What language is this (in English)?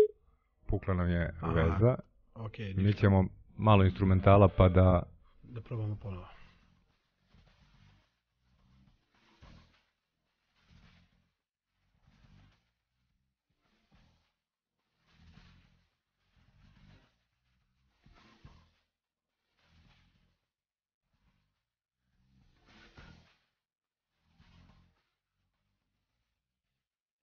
Serbian